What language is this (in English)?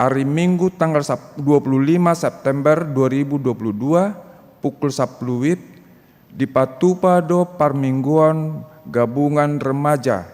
Batak Toba